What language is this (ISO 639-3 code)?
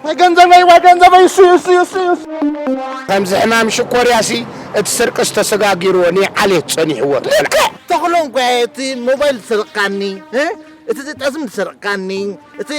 tir